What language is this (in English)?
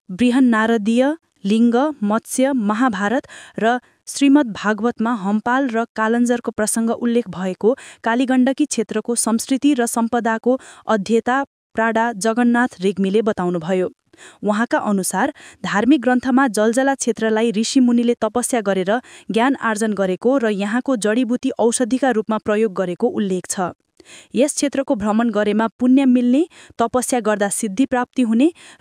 Nepali